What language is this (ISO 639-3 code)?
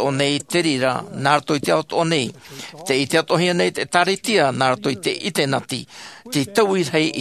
tah